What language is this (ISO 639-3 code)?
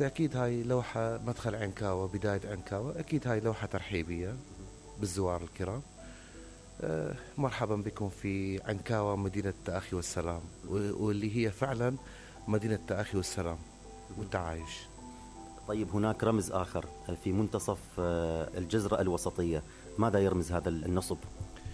acm